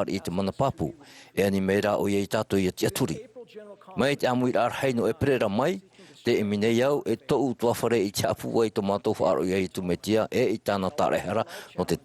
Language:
Tahitian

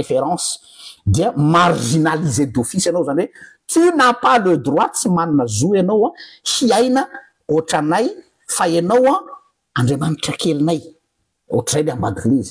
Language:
Malagasy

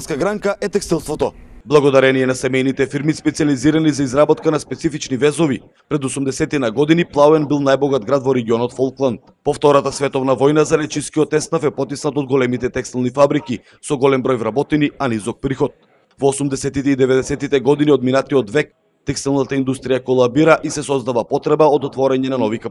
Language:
Macedonian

